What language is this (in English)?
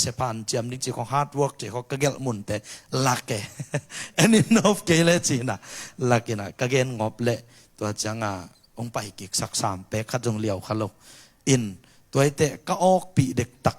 Tedim Chin